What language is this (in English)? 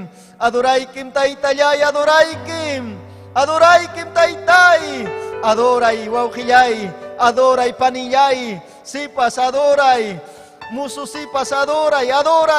Ayacucho Quechua